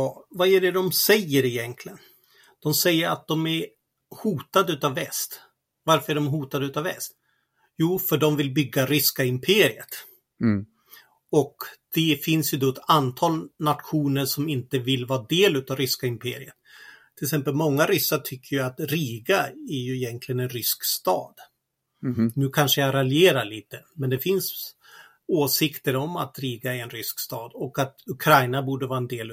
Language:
Swedish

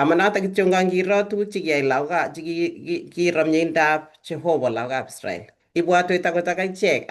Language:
Kalenjin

